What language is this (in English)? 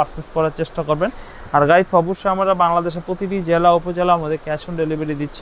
Bangla